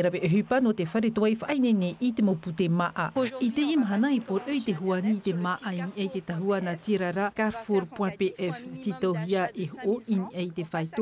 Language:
Tahitian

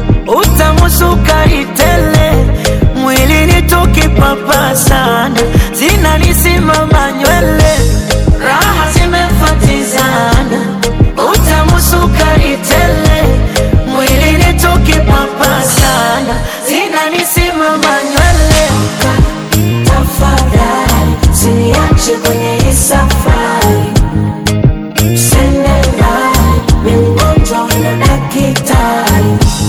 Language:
Swahili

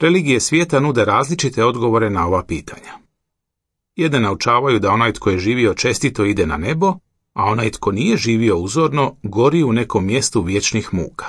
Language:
Croatian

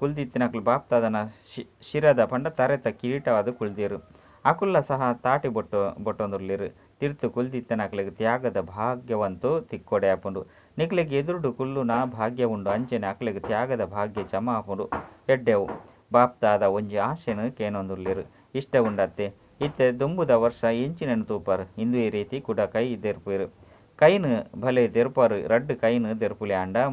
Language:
Tulu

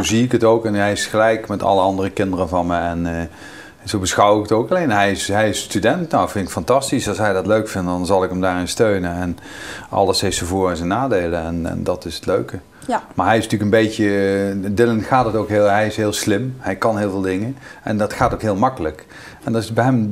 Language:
Dutch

